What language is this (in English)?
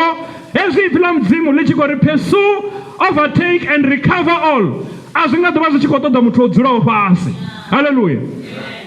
Venda